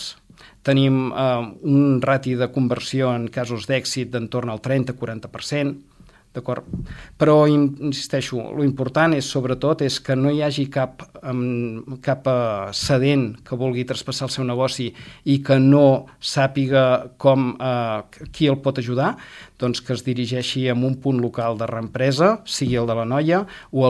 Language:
Catalan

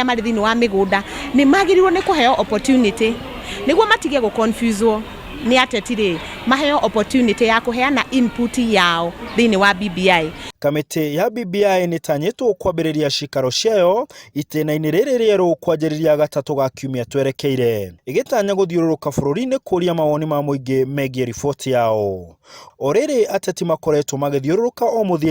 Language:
Kikuyu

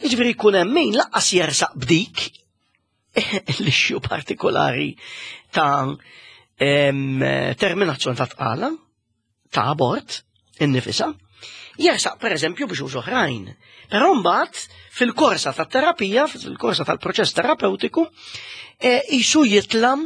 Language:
Maltese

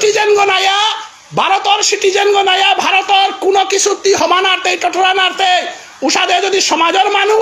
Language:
Bishnupriya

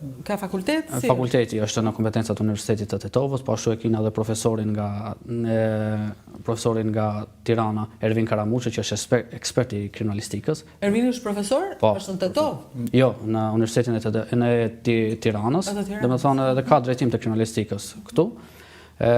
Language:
Albanian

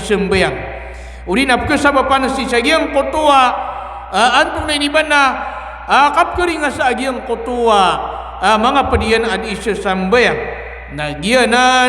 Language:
Maranao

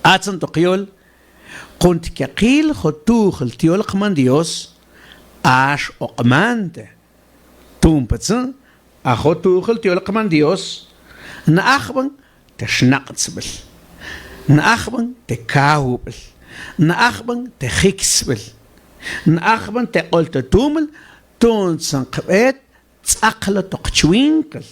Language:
Mam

